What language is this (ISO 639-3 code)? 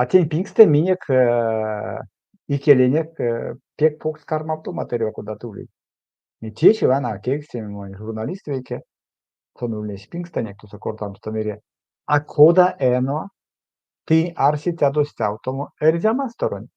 myv